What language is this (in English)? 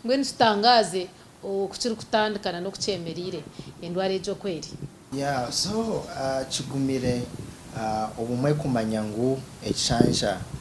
Nyankole